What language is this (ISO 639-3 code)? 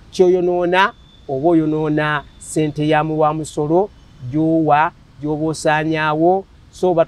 lug